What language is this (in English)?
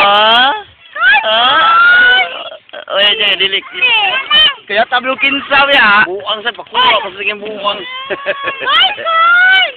Cebuano